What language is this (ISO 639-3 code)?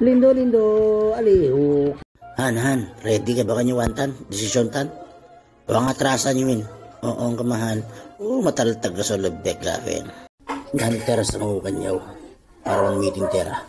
itv